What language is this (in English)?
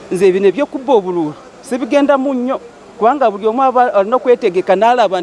Ganda